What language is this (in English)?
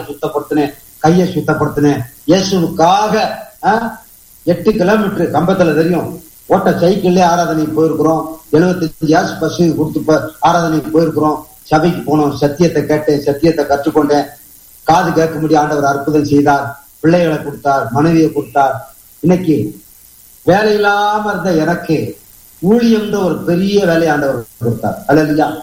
Tamil